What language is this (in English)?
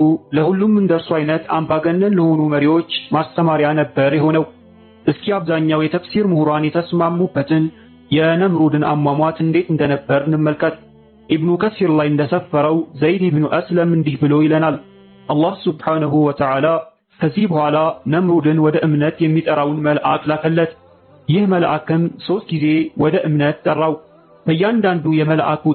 Amharic